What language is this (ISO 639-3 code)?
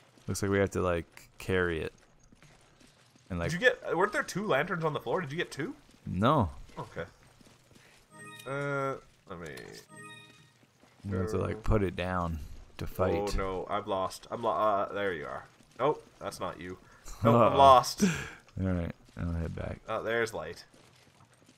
eng